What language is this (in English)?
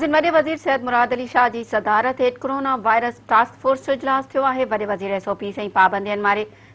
Sindhi